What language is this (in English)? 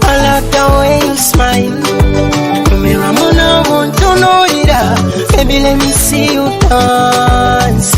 Nyoro